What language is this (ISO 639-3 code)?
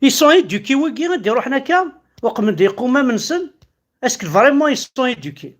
kab